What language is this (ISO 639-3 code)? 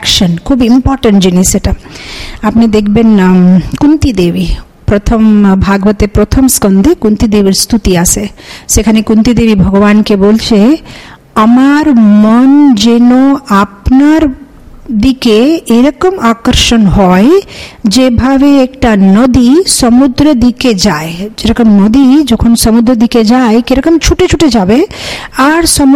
ben